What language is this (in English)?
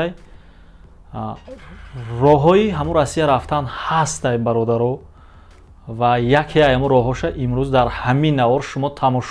Tajik